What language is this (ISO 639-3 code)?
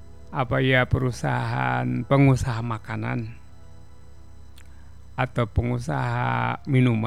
ind